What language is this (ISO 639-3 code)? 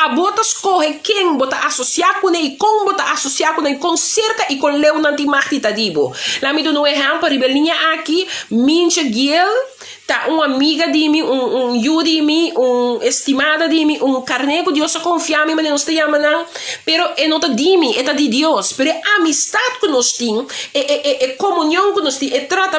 pap